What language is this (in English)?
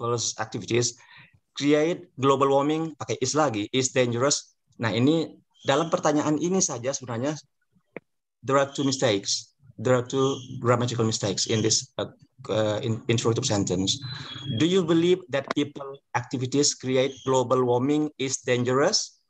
Indonesian